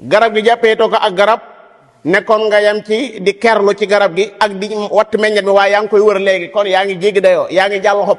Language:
Wolof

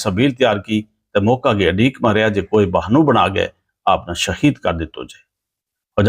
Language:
Gujari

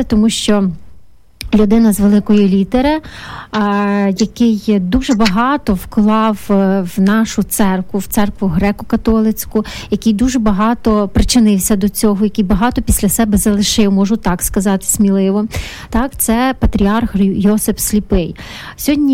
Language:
Ukrainian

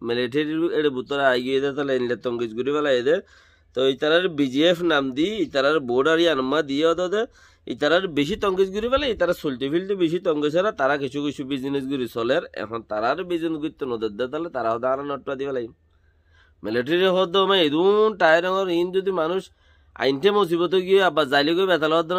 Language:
Rohingya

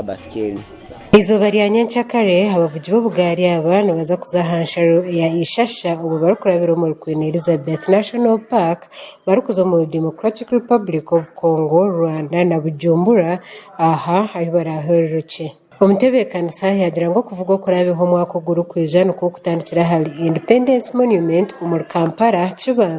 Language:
Nyankole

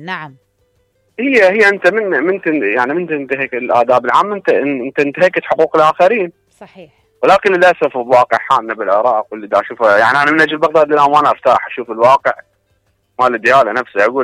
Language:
Mesopotamian Arabic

